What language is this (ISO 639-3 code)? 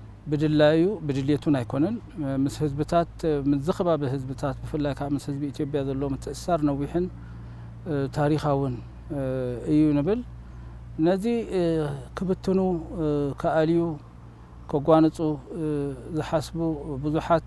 tir